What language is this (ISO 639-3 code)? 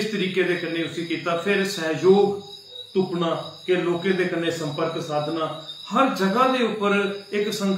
doi